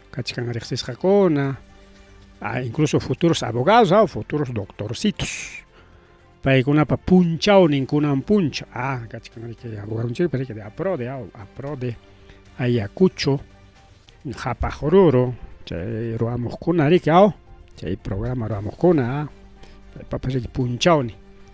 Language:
Ayacucho Quechua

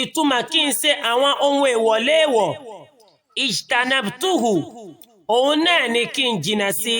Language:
Yoruba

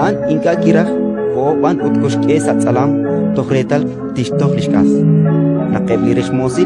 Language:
Kekchí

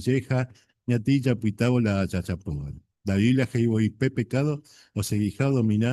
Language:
Guarani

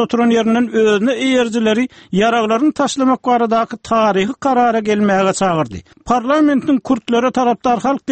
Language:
Turkmen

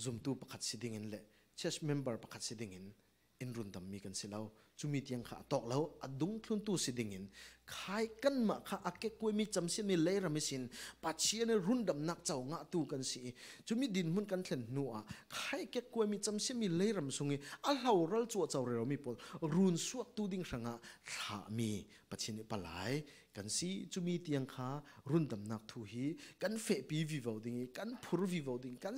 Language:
Falam Chin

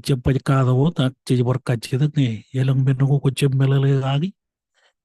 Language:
Marshallese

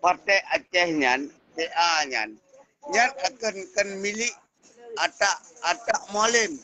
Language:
Achinese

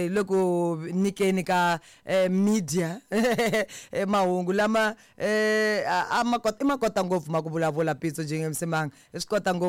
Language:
Tsonga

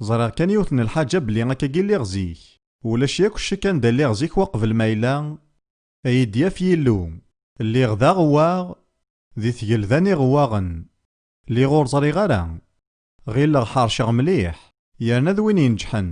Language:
Kabyle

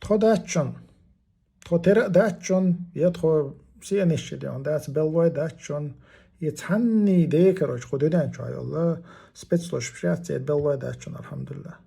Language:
Chechen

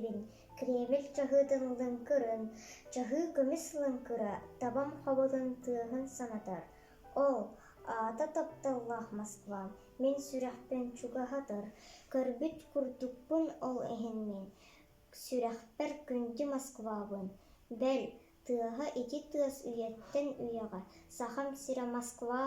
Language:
Yakut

